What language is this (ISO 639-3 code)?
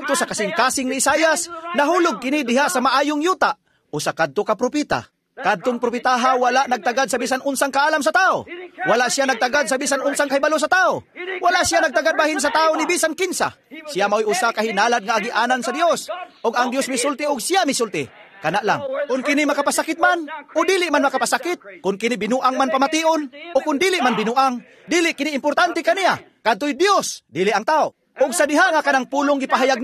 ceb